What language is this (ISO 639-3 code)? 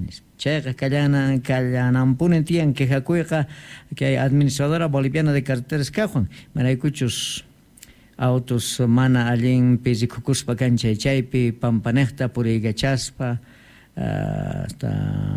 quh